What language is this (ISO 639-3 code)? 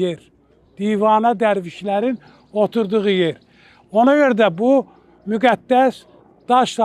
aze